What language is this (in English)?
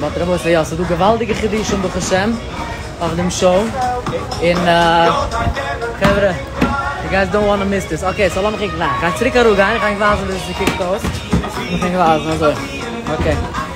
Yiddish